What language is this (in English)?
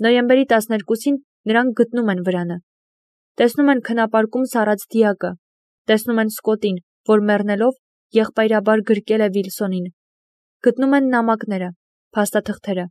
Armenian